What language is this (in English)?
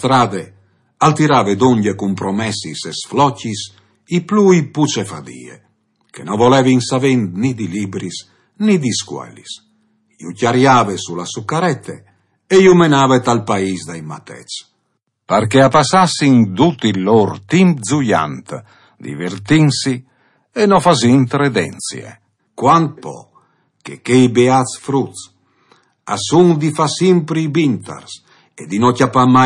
Friulian